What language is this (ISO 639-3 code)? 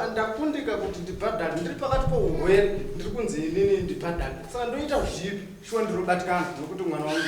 sna